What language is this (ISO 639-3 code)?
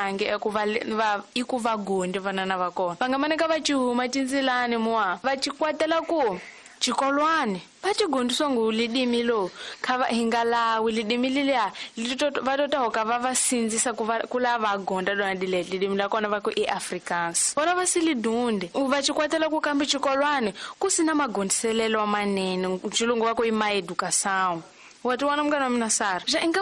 tso